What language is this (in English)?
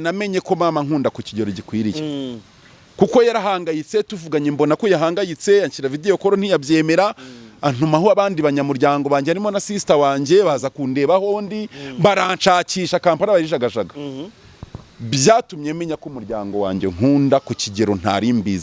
Kinyarwanda